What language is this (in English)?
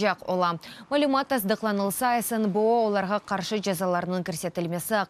Crimean Tatar